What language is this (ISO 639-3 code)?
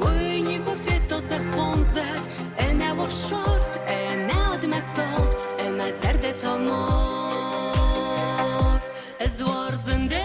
oss